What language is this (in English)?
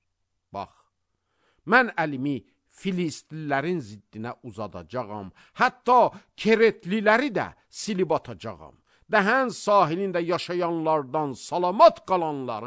Azerbaijani